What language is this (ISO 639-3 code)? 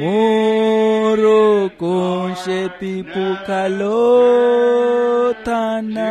vmw